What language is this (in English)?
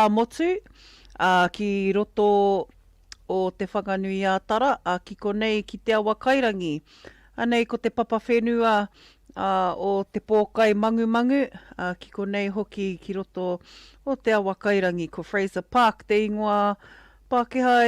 Māori